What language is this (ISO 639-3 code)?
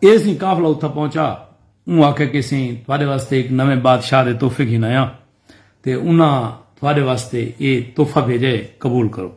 skr